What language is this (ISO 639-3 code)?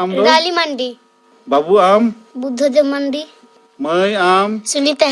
sat